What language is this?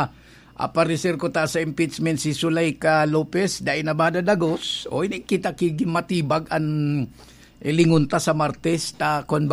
Bikol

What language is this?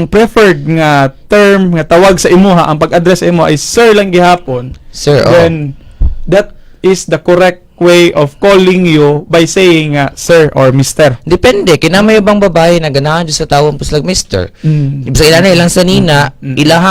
Cebuano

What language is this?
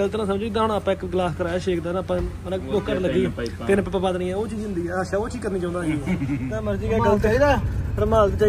Punjabi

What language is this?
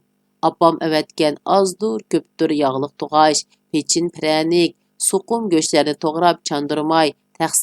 Uyghur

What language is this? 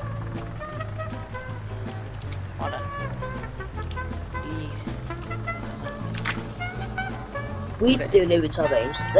Danish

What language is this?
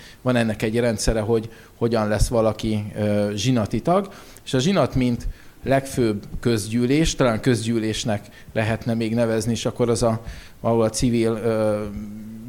Hungarian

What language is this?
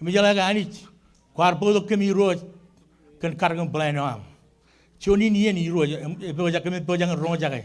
Marshallese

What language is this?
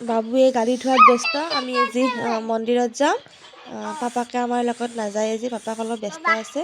Assamese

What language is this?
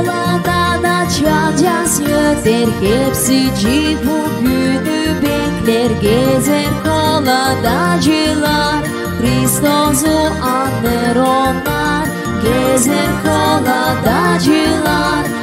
Gagauz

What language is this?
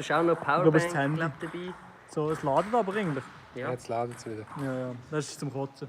Swiss German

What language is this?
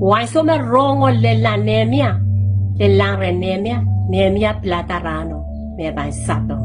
Pohnpeian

